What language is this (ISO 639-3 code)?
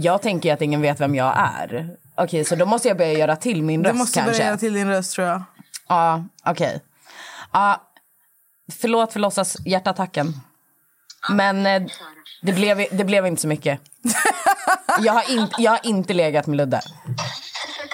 swe